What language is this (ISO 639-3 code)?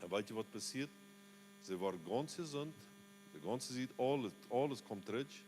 pdt